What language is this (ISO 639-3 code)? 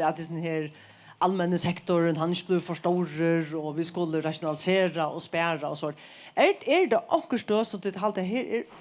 fao